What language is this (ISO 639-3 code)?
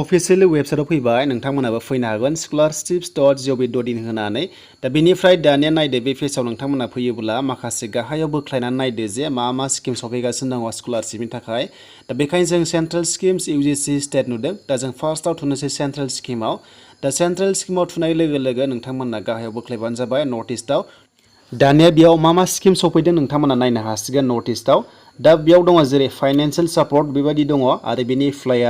brx